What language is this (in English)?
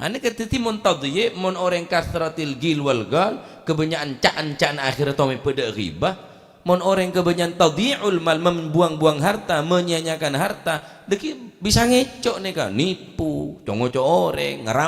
Madurese